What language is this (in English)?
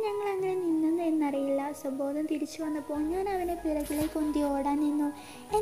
Malayalam